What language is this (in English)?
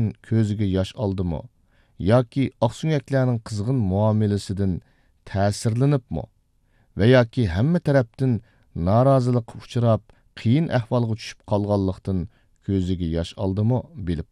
Uyghur